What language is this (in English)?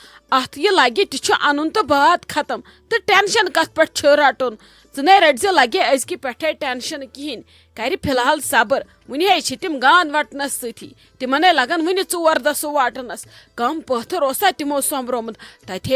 Kashmiri